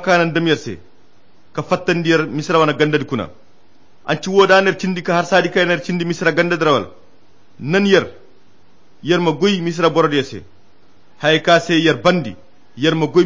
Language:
Koyra Chiini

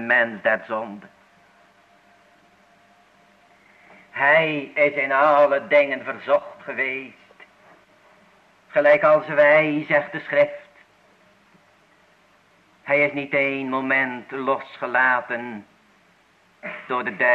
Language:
Dutch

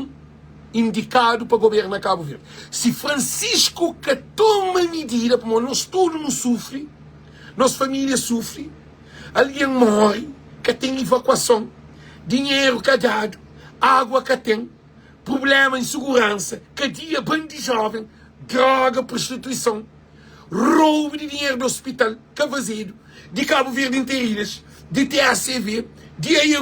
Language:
Kabuverdianu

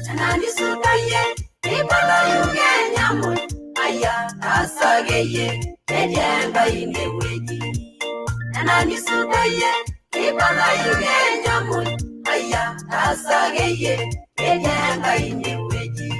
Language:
Masai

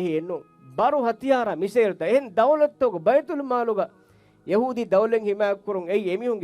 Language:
Divehi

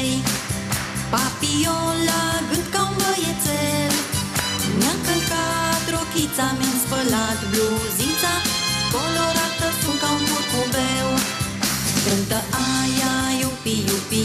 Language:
Romanian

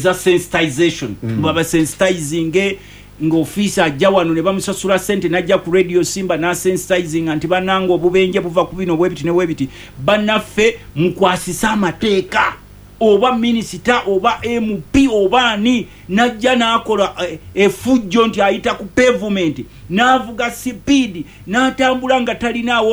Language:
Ganda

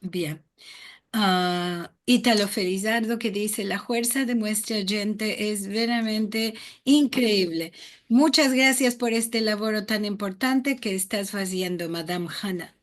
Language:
Ladino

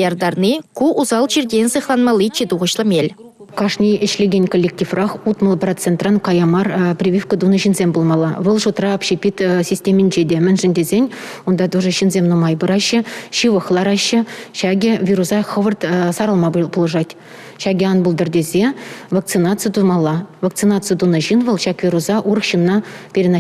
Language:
Chuvash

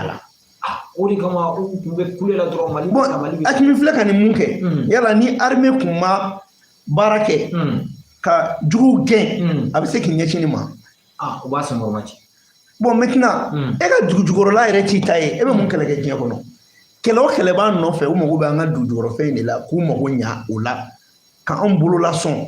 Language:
Bambara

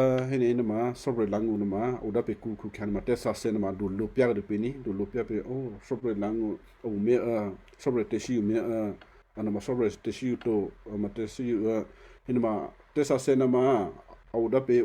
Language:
Western Kayah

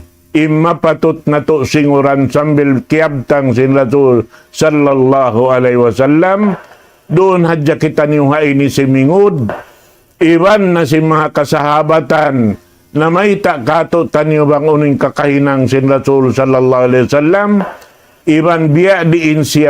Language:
Tausug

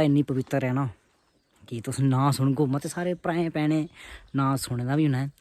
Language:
Dogri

